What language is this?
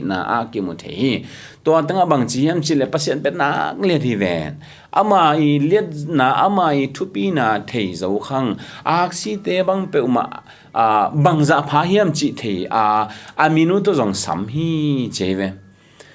Tedim Chin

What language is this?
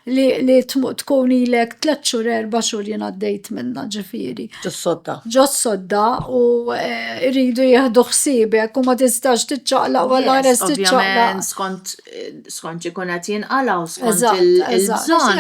Maltese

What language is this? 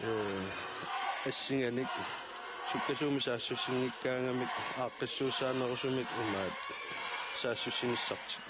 Kalaallisut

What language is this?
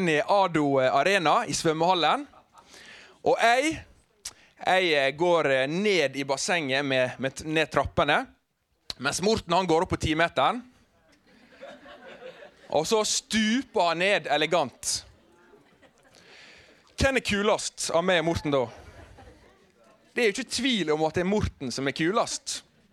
Norwegian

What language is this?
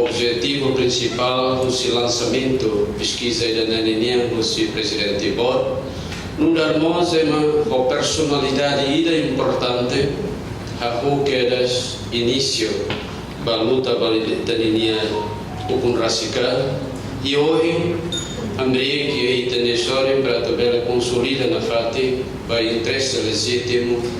Tetum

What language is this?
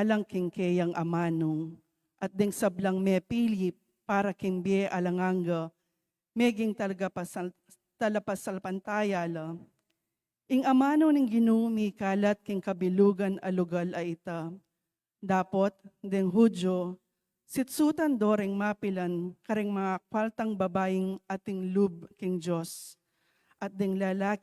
Pampanga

